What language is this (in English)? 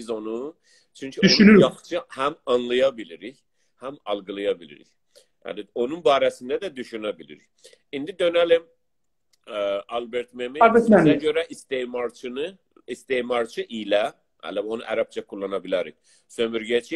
South Azerbaijani